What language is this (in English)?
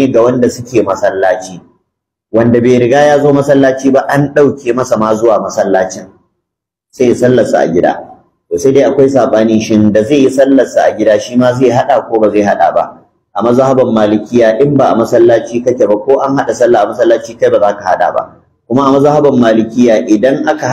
Hausa